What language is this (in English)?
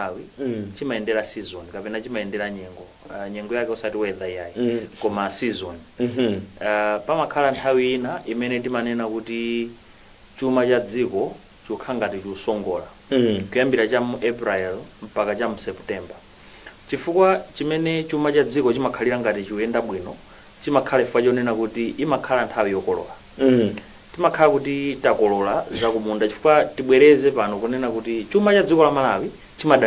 Nyanja